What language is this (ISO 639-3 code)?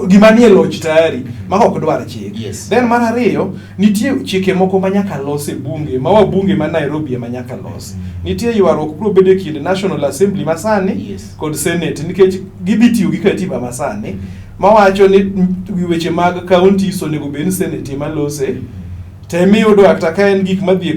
luo